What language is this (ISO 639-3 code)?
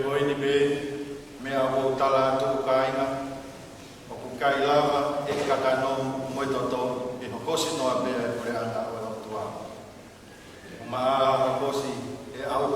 ton